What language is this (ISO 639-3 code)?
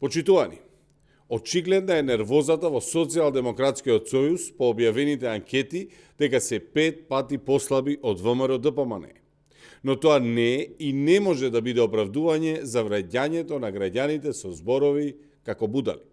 mkd